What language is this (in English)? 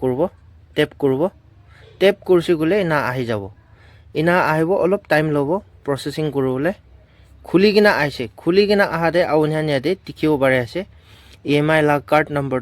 Naga Pidgin